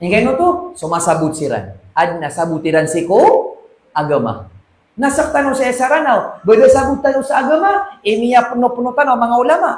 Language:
Maranao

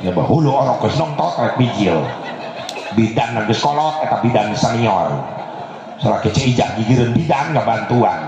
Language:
Sundanese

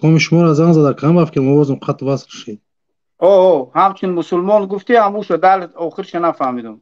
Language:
Tajik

